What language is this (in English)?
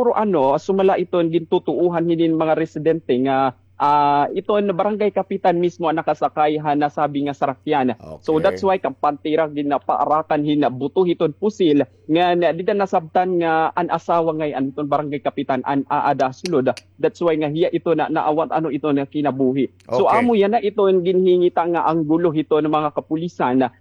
Waray